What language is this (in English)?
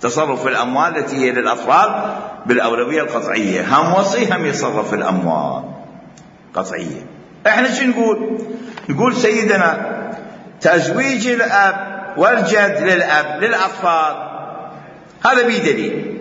Mesopotamian Arabic